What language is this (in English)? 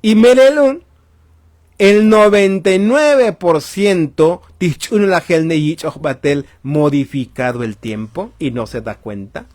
Tzotzil